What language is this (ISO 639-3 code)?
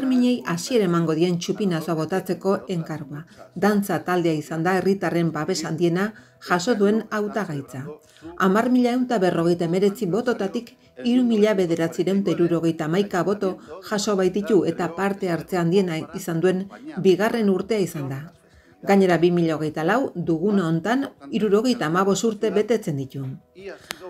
eus